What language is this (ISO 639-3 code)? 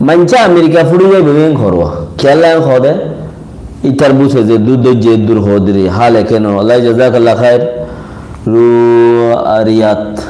rhg